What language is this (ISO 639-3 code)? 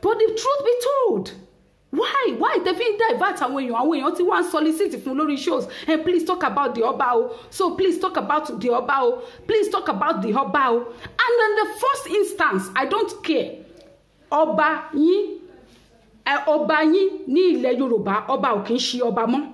yor